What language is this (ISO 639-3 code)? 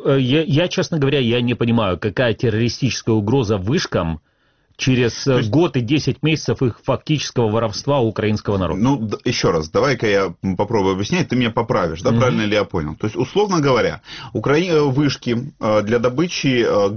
rus